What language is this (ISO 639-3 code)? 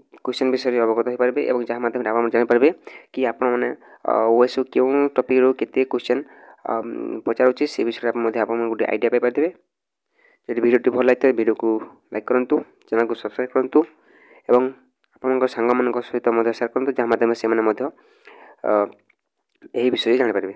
ori